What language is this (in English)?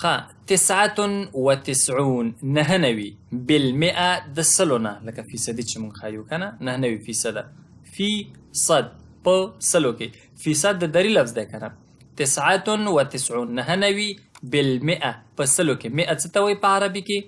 Pashto